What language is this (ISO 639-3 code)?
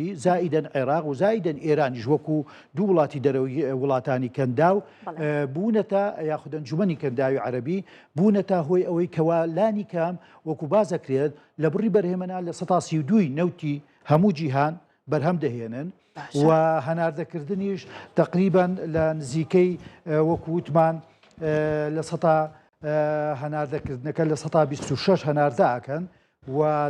ckb